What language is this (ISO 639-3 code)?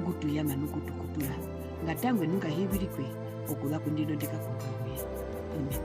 her